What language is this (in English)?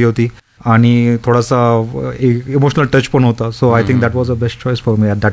Marathi